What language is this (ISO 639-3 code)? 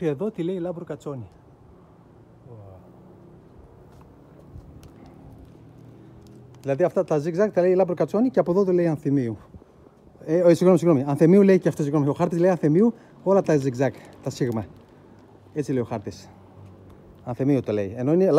ell